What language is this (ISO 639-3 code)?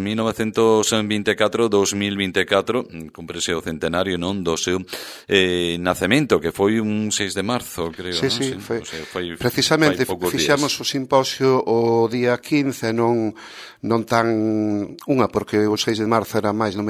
glg